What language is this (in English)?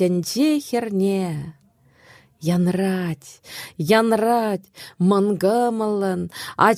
Chuvash